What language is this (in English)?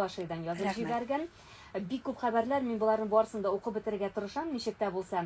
Tatar